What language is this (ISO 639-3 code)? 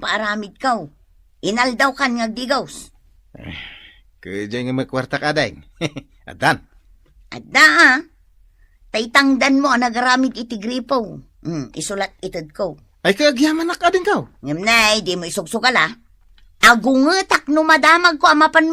ilo